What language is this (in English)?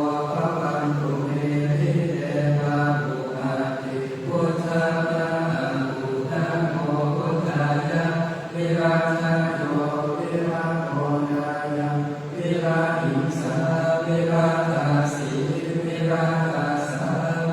Pali